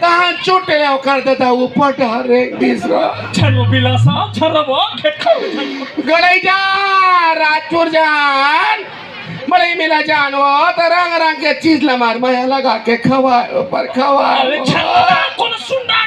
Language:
Chhattisgarhi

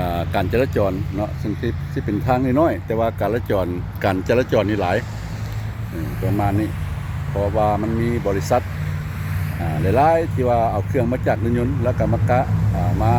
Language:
Lao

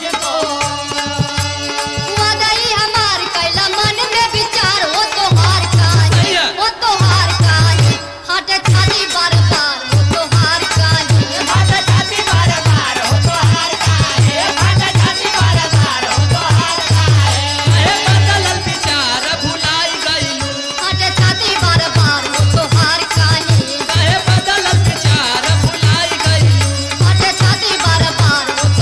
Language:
Bhojpuri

